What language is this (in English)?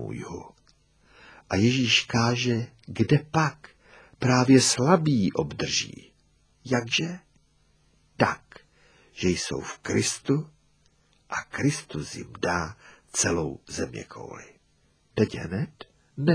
Czech